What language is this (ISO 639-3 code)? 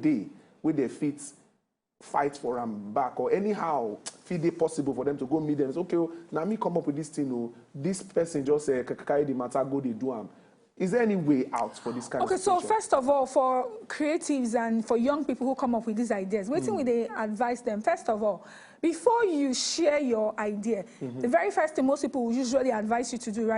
pcm